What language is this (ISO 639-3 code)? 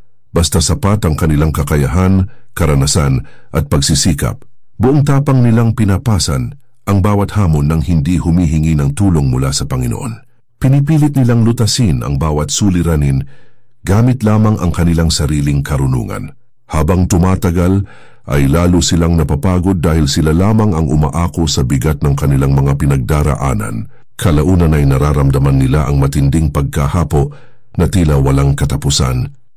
fil